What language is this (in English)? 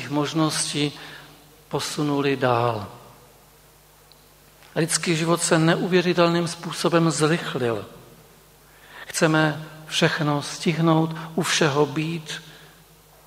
Czech